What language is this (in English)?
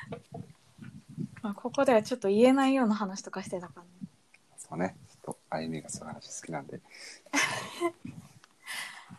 Japanese